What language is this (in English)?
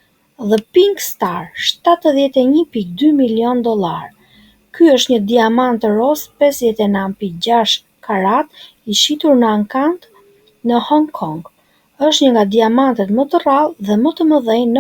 Albanian